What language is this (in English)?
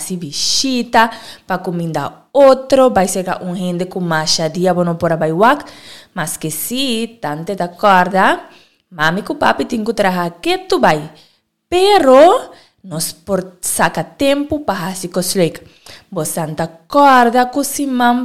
Papiamento